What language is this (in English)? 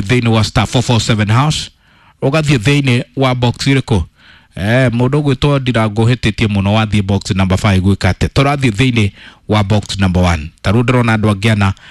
Kikuyu